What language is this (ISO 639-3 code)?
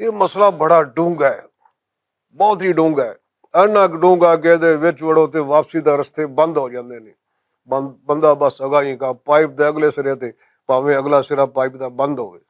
lah